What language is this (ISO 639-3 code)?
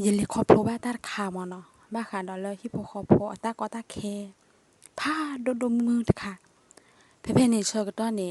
ksw